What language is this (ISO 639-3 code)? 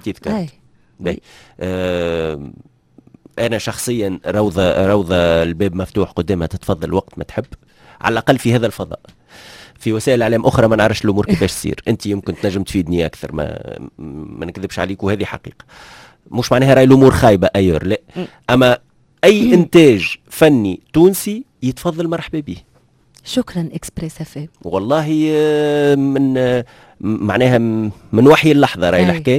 aeb